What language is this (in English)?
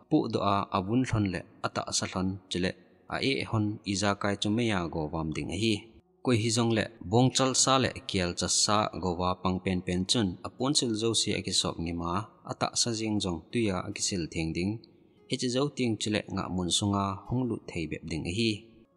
Thado Chin